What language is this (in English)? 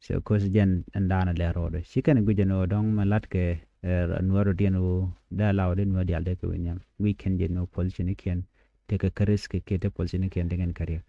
Nuer